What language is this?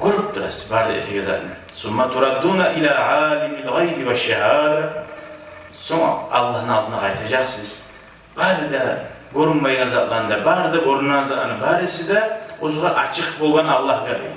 Kumyk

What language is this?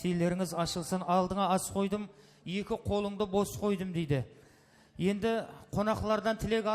Kara-Kalpak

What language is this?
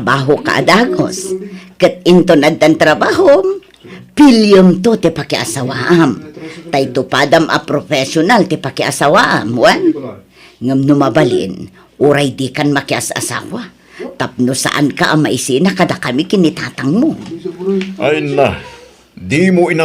Iloko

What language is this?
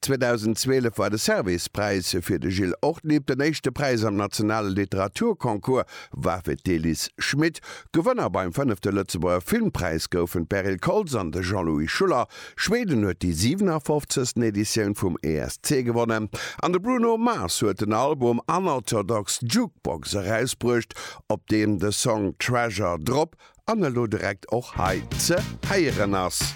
Luxembourgish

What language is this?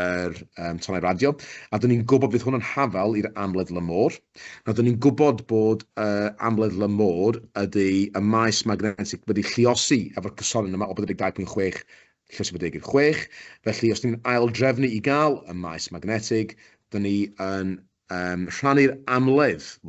Welsh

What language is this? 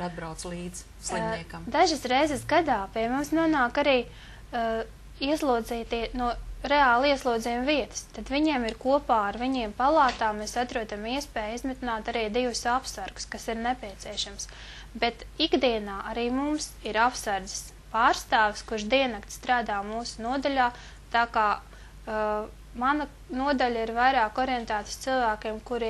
Latvian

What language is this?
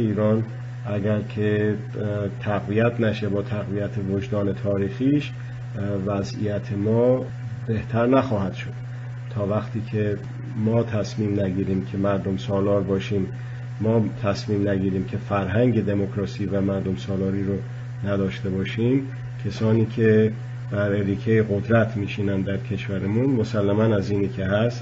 Persian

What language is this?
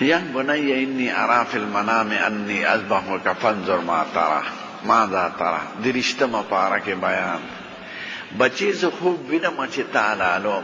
Pashto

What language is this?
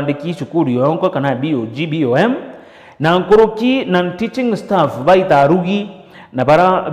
Meru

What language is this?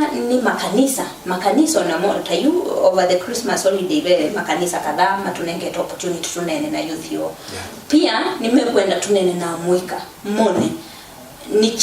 Kamba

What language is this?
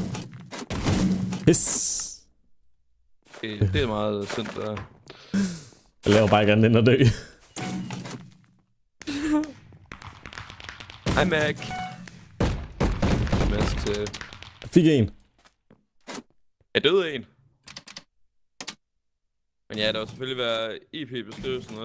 Danish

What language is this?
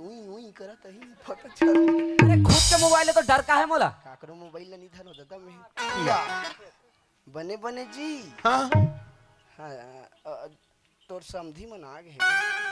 Chhattisgarhi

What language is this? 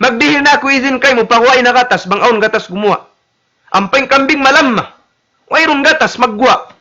Tausug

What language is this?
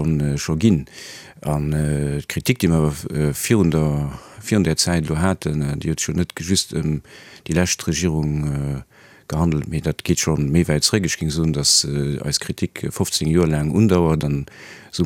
Luxembourgish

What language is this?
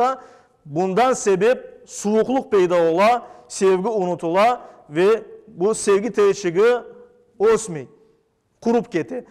Crimean Tatar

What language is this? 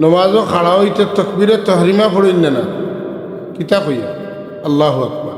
Sylheti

